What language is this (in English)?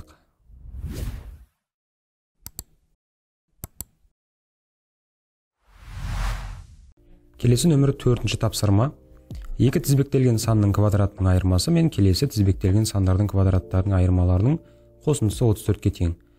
Kazakh